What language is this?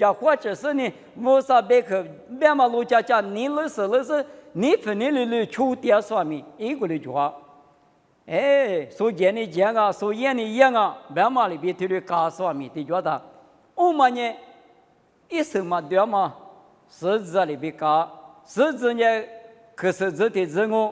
Lisu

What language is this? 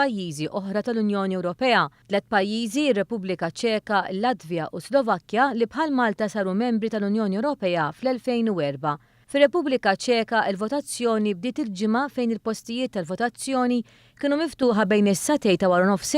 Maltese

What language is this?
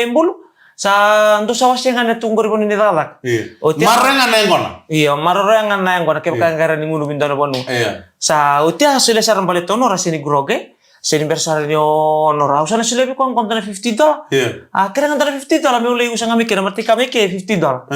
Fijian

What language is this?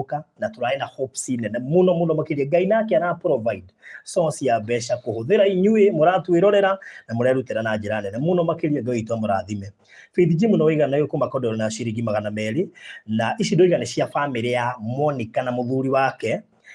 Kikuyu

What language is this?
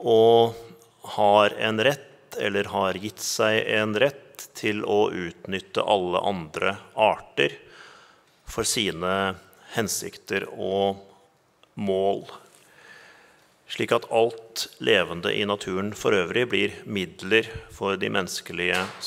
Norwegian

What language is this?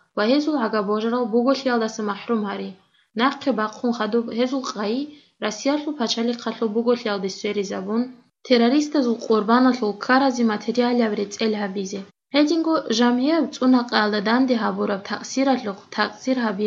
Avaric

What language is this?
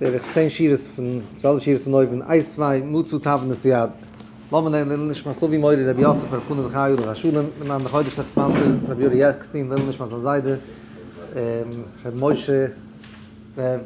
Yiddish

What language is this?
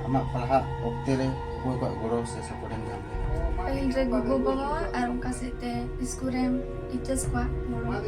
Santali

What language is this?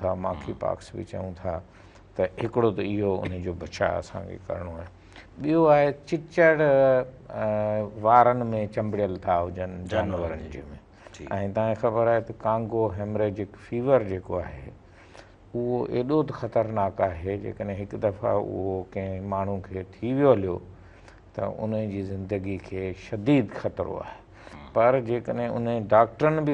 Sindhi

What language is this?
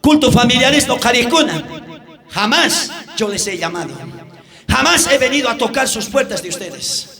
South Bolivian Quechua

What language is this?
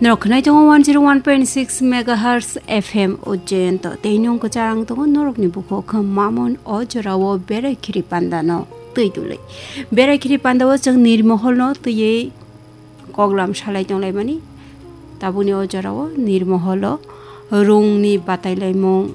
Kok Borok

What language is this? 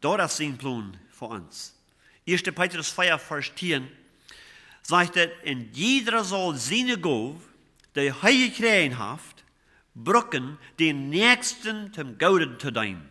Plautdietsch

